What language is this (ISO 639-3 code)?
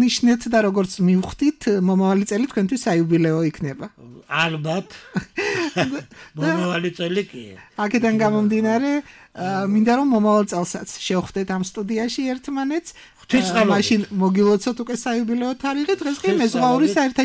kat